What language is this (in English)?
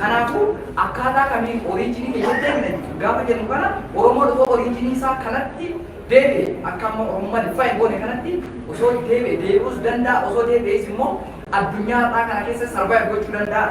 Oromo